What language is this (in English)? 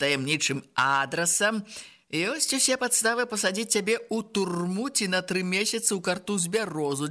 Belarusian